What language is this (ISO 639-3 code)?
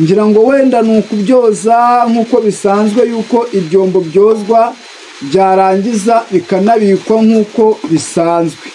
kin